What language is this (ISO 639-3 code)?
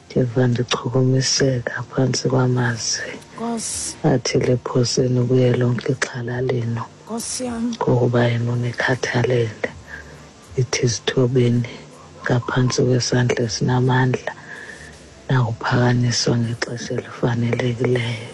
xho